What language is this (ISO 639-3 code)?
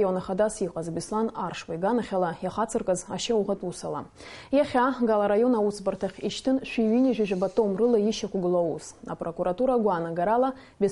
abk